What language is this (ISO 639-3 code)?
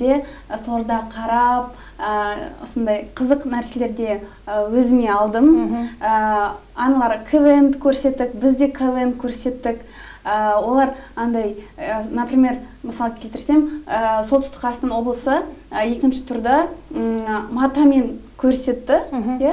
kaz